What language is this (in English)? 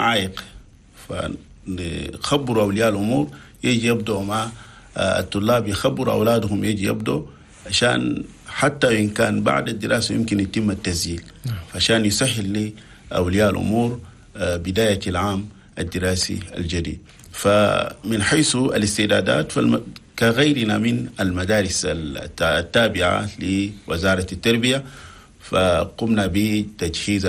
Chadian Arabic